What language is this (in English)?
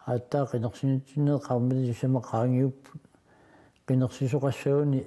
Kalaallisut